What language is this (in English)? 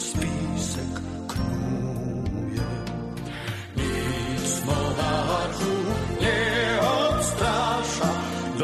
Polish